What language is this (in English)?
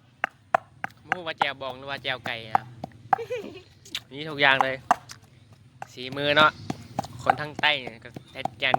Lao